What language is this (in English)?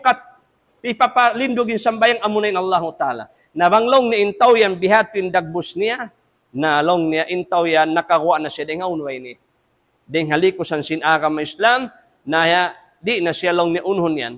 Tausug